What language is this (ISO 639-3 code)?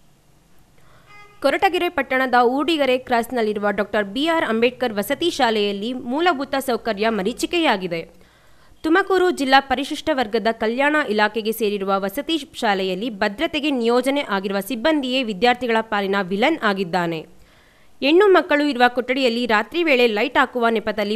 kan